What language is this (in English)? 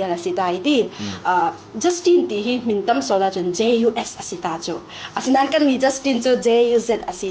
Falam Chin